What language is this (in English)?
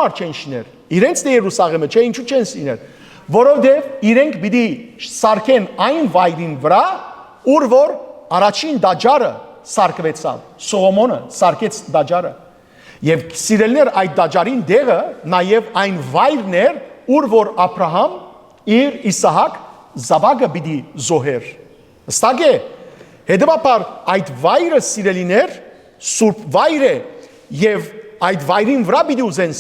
Western Armenian